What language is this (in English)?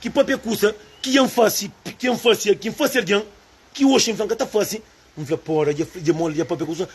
Kabuverdianu